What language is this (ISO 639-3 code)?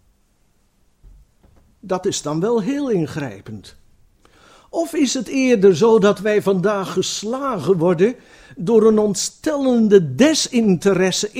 nld